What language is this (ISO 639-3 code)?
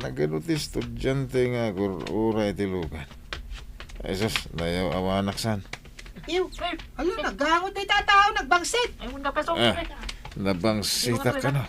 ilo